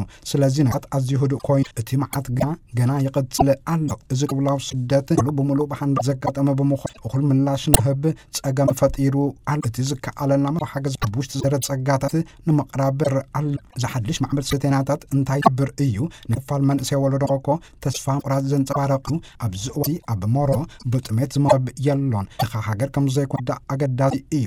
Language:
Tigrinya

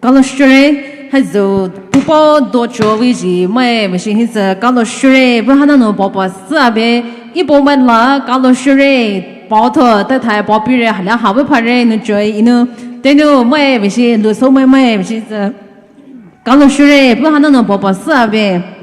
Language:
Poumei Naga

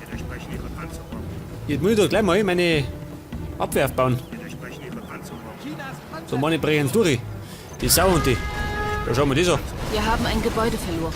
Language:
Bavarian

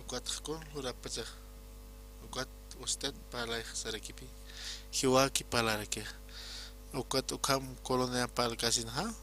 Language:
Aymara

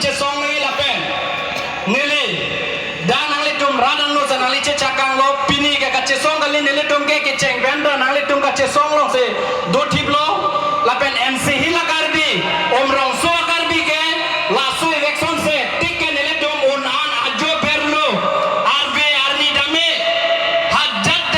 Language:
Karbi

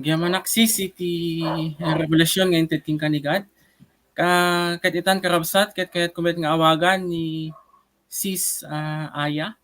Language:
Iloko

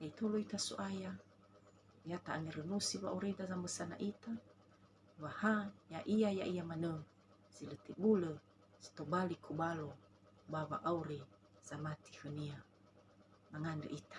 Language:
Nias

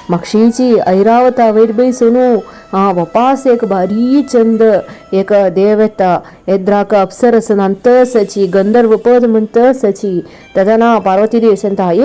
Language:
Konkani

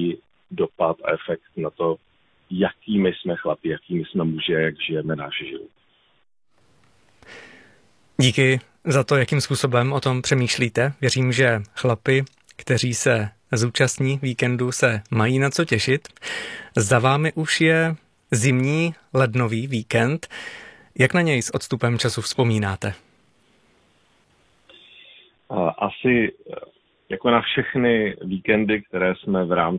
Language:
Czech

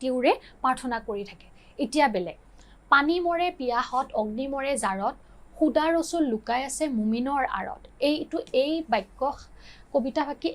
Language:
Assamese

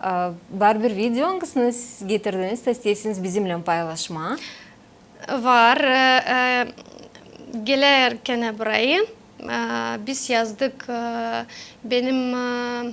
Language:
Gagauz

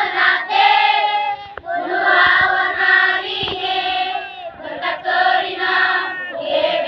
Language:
Batak Karo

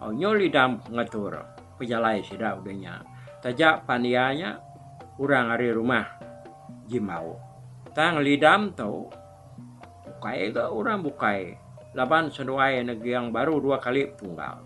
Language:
Iban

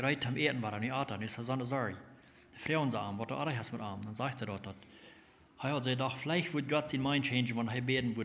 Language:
Plautdietsch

